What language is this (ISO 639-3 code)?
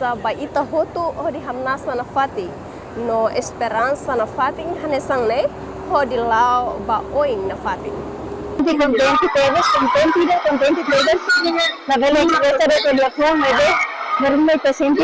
tet